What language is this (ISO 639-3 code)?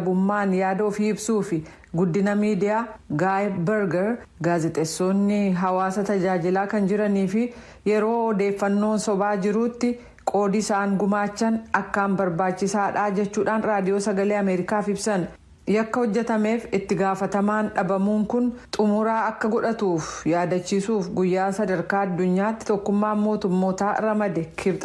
orm